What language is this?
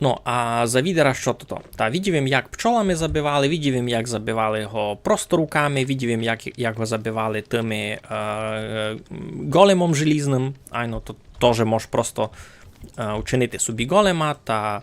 Rusyn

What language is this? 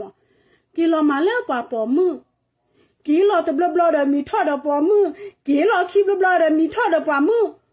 S'gaw Karen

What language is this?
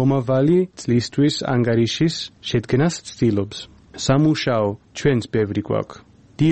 Georgian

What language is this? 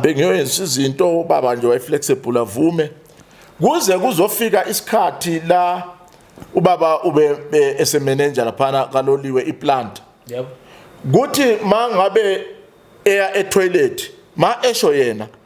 Zulu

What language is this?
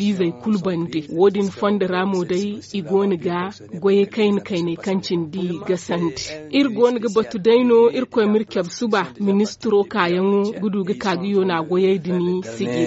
Zarma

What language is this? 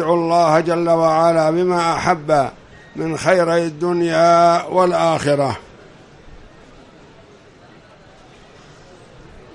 Arabic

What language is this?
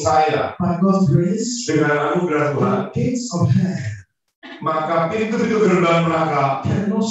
Indonesian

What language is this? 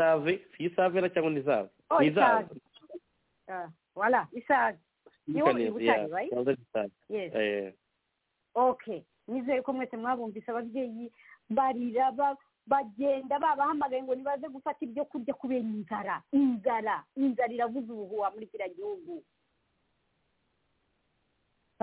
Kinyarwanda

